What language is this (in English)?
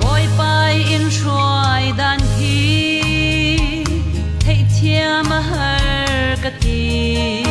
Falam Chin